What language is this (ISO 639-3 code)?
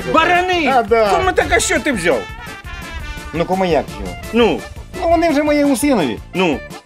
ukr